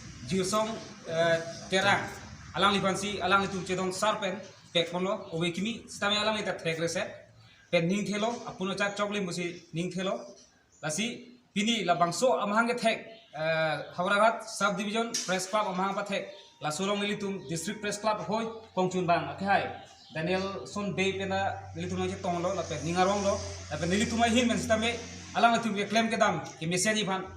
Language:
Karbi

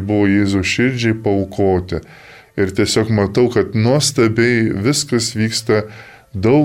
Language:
Lithuanian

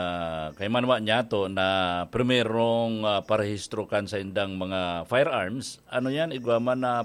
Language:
Bikol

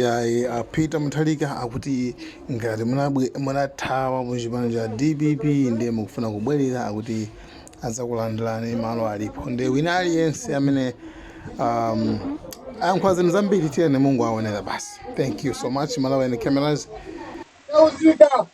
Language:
Nyanja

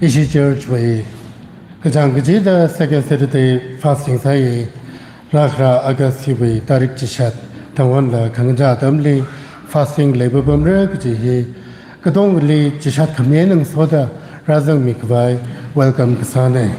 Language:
Tangkhul Naga (India)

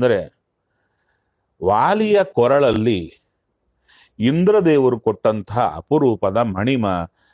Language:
Kannada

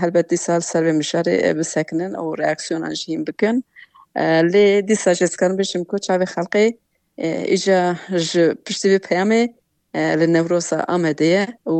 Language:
Kurdish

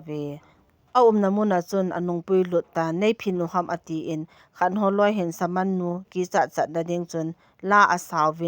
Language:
Thado Chin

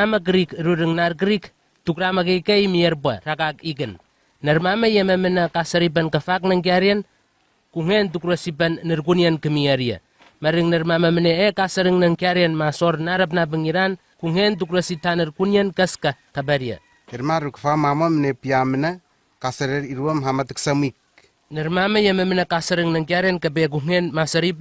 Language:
Southwest Tanna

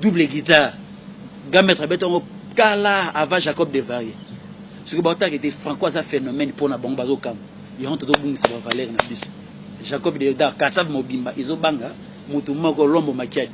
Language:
Lingala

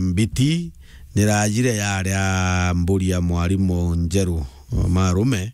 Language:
Meru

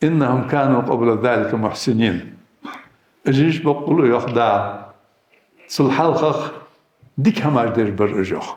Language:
Ingush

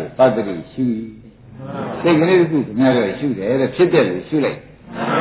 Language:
Burmese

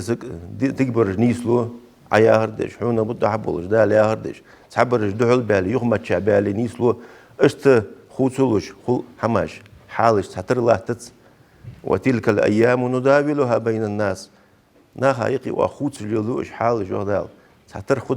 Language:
Ingush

